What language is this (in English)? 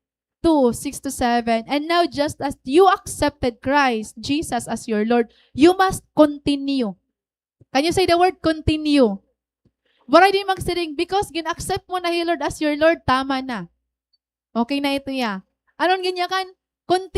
Waray